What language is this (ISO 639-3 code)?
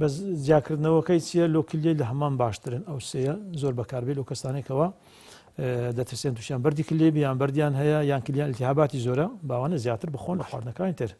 ckb